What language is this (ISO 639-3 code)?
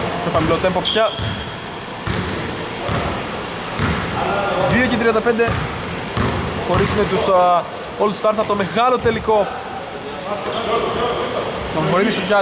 ell